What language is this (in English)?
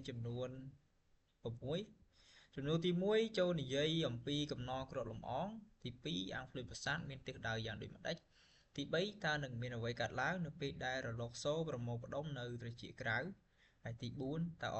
Khmer